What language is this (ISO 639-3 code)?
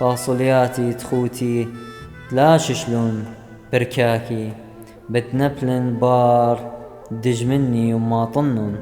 aii